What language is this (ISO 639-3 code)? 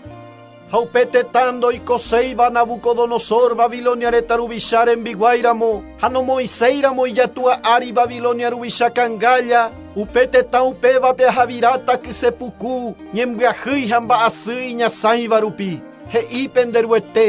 grn